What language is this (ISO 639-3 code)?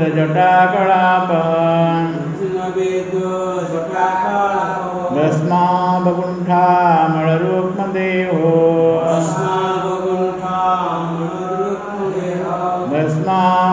ori